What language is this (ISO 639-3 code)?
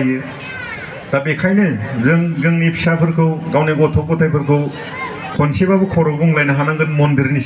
brx